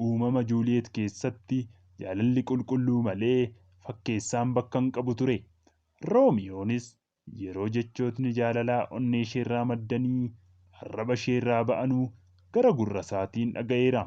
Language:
Oromo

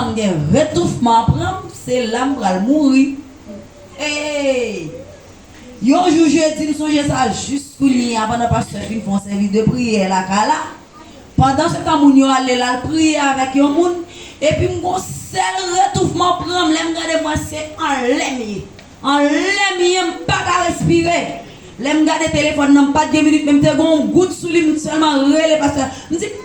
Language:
Haitian Creole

